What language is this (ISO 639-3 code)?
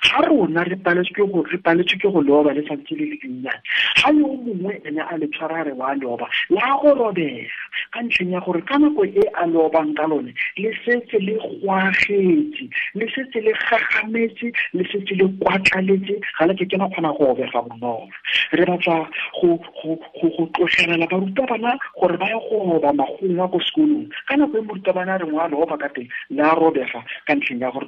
tsn